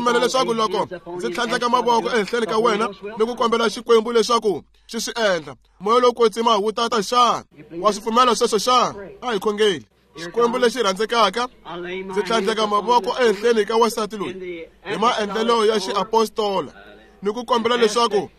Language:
Tsonga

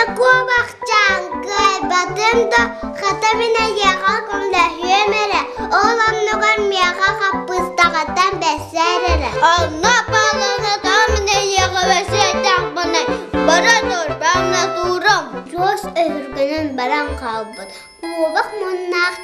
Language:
Yakut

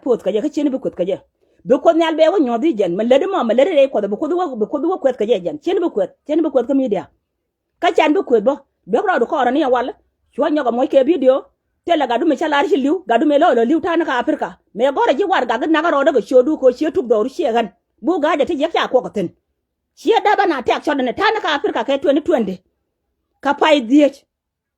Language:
Nuer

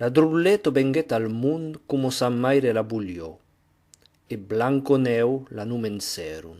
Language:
Occitan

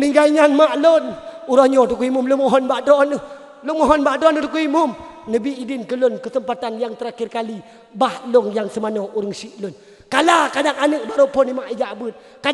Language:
Achinese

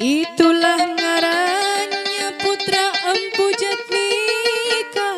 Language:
Banjar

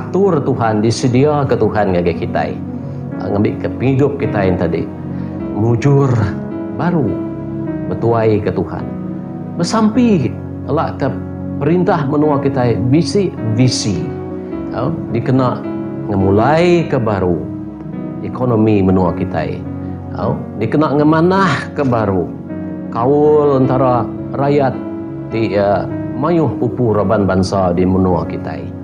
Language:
Iban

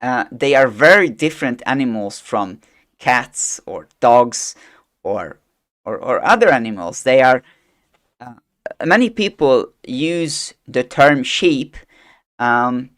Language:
English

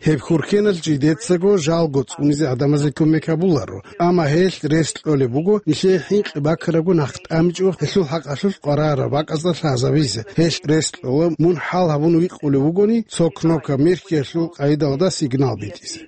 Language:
Avaric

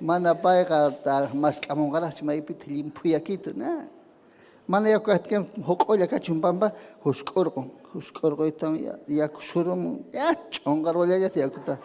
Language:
Ayacucho Quechua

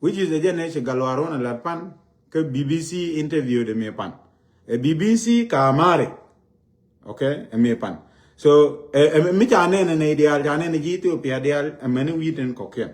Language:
Nuer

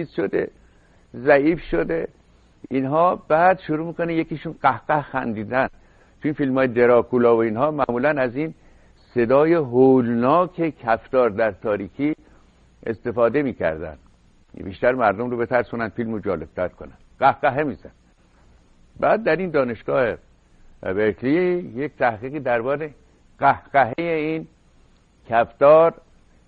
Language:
Persian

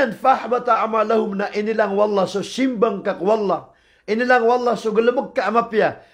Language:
Maranao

